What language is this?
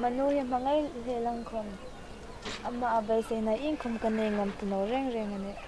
Hmar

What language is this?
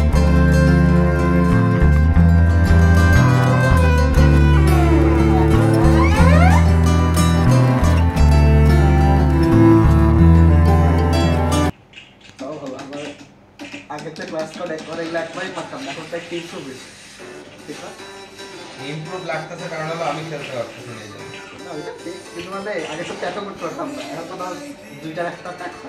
Bangla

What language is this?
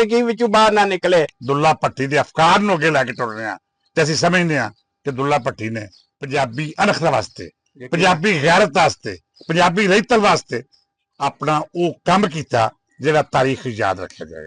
Western Panjabi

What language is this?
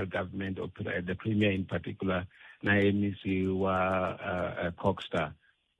Tsonga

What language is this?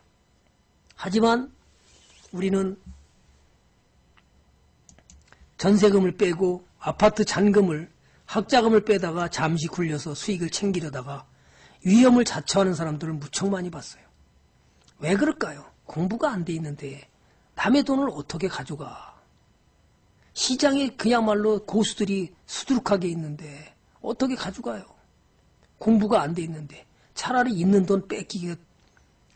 Korean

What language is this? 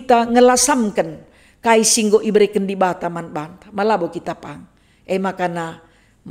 Batak Karo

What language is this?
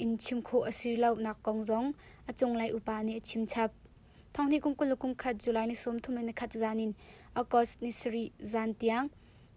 Hakha Chin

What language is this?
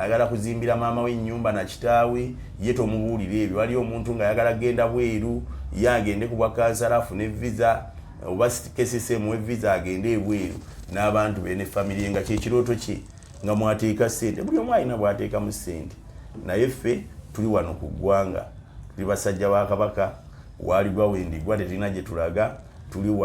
Ganda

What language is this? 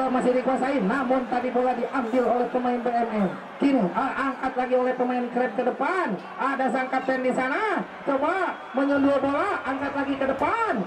Indonesian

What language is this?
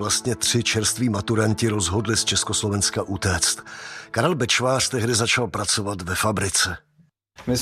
Czech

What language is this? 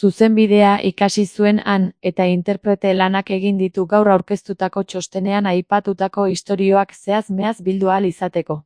Basque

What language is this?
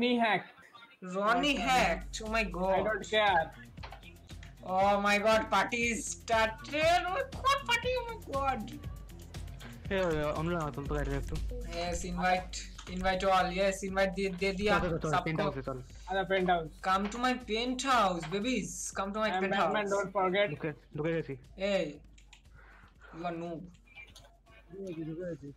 Bangla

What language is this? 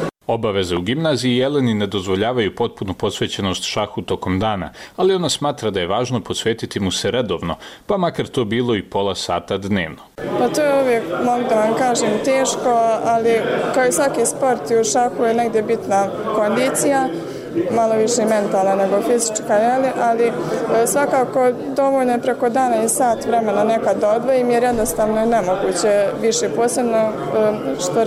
Bosnian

